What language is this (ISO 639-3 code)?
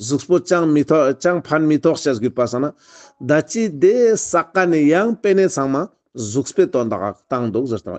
lbj